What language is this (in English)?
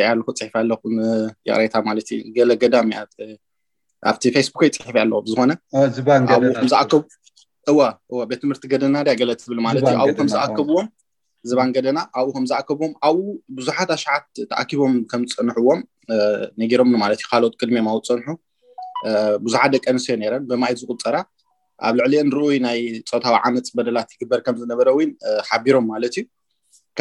Tigrinya